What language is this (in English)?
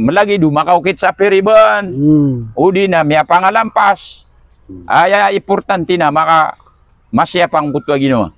Maranao